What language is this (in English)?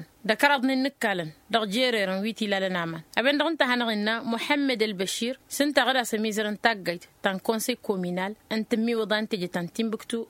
Tamasheq